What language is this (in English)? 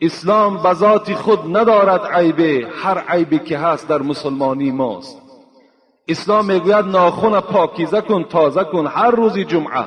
Tajik